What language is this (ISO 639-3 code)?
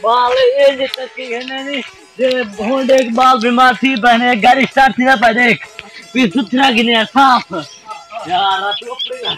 skr